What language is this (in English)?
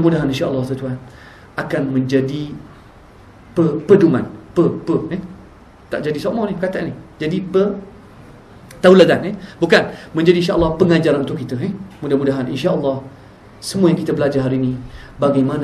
Malay